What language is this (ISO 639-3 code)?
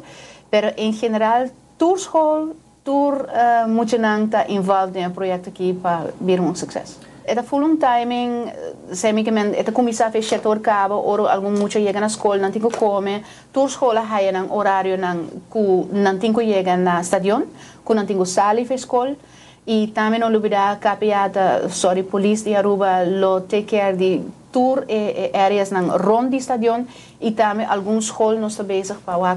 pap